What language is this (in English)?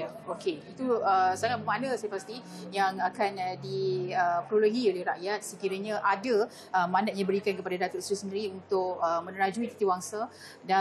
Malay